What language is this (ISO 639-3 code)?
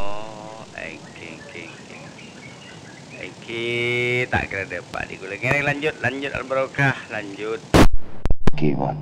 mad